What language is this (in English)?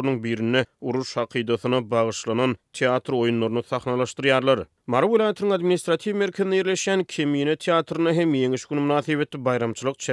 Turkmen